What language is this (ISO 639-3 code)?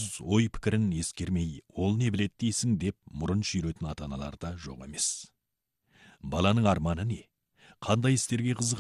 kaz